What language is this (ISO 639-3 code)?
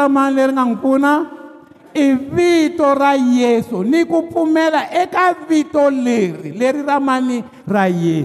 tso